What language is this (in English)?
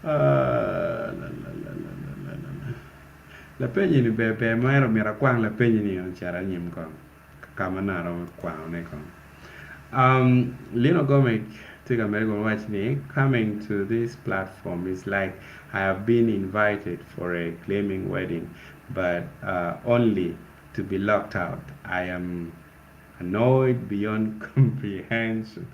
Acoli